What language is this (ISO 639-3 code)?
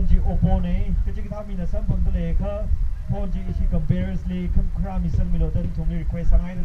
nmf